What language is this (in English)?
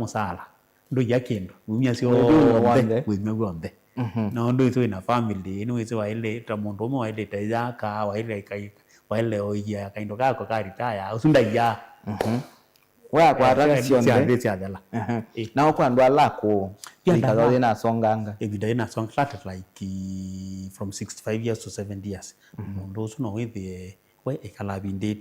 Kamba